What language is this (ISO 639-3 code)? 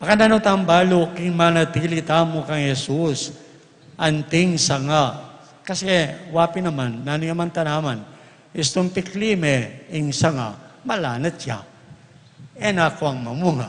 pam